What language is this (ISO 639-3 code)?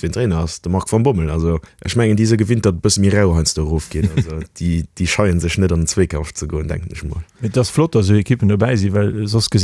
ltz